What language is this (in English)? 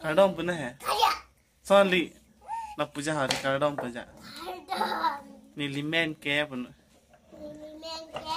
Karbi